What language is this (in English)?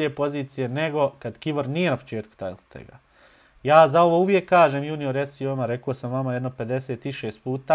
Bosnian